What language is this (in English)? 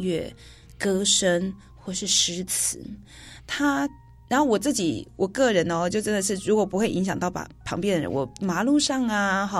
Chinese